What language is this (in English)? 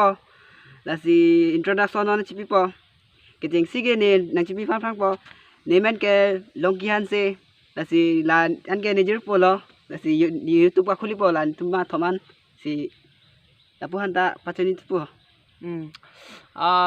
Karbi